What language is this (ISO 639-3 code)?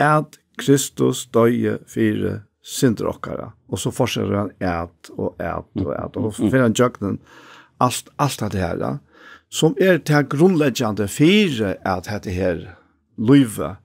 fao